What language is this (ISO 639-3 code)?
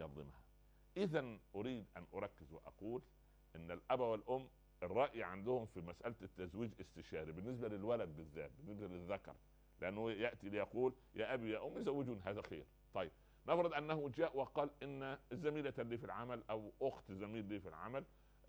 ara